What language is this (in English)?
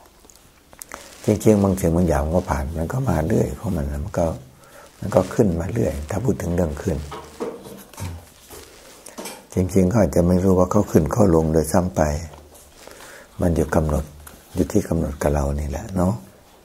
Thai